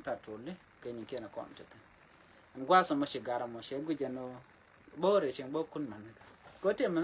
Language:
Nuer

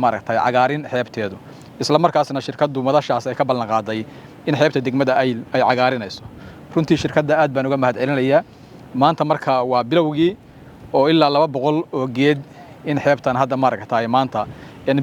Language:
Somali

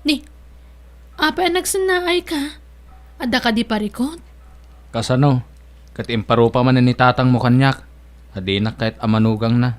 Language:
Iloko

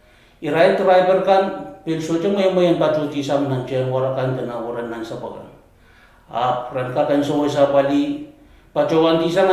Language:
Pohnpeian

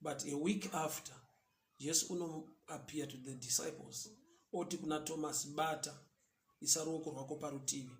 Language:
Shona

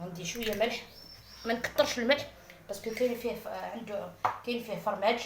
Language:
Algerian Arabic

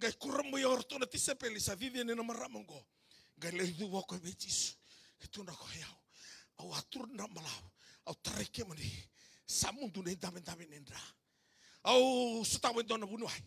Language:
Fijian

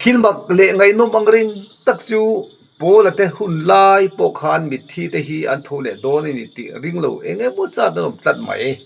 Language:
Mizo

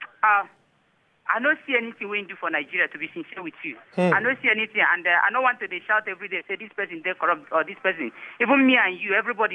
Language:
Nigerian Pidgin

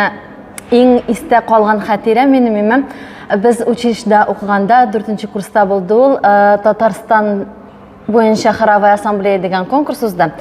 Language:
Tatar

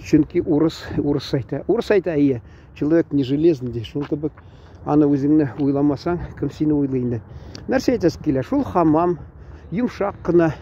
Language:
Tatar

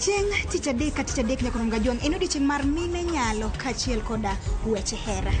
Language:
Luo (Kenya and Tanzania)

